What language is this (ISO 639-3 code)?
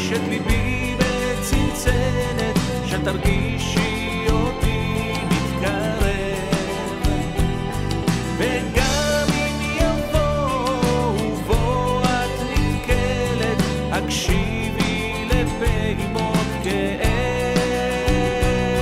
heb